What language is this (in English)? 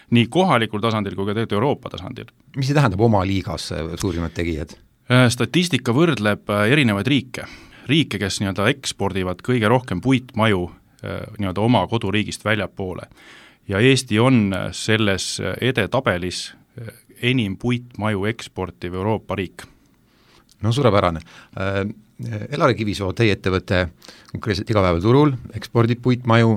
Estonian